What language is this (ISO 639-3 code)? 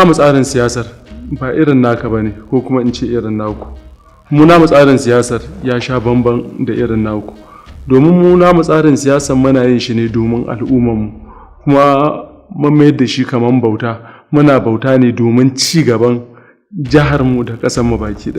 hau